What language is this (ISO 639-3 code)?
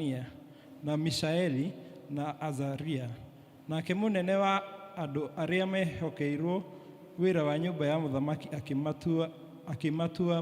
kik